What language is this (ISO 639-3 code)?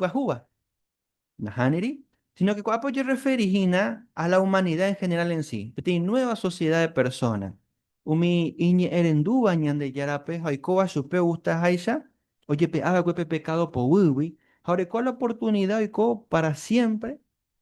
grn